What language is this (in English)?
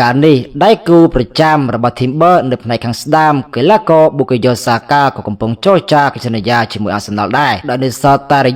Khmer